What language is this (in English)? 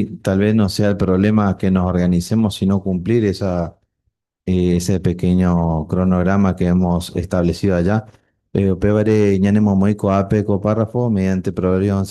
Guarani